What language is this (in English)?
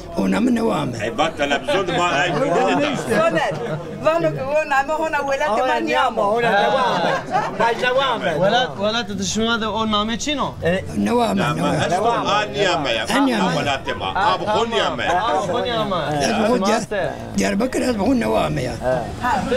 Zaza